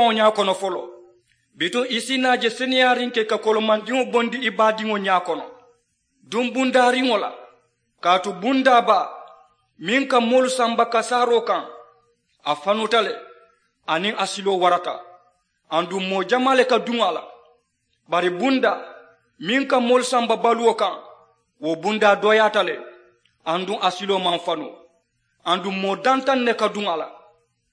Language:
Mandingo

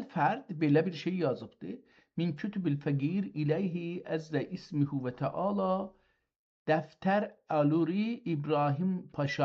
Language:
South Azerbaijani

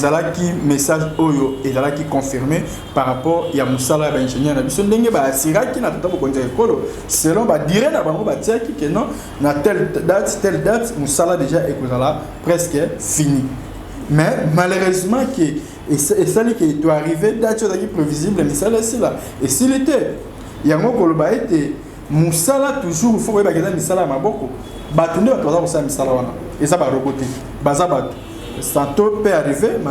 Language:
Lingala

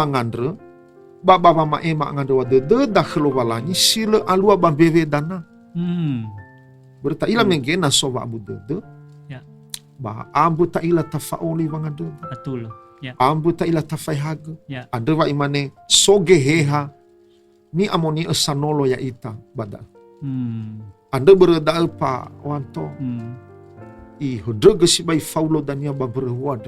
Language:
Nias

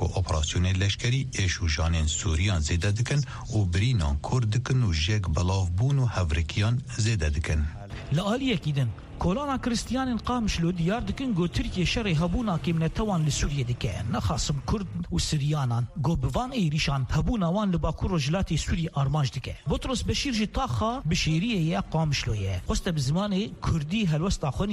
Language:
Kurdish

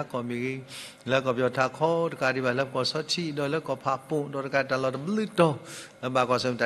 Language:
S'gaw Karen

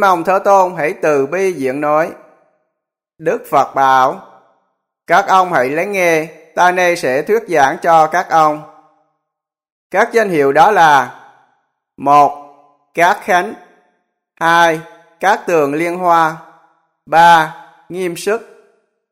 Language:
Vietnamese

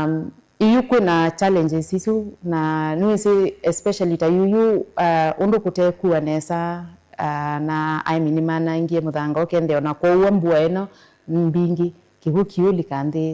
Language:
Kamba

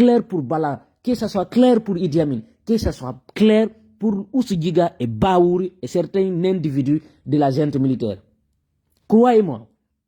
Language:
Fula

